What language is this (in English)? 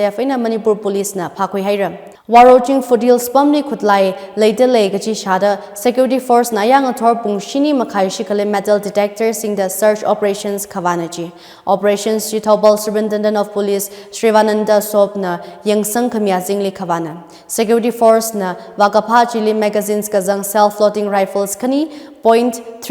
Tangkhul Naga (India)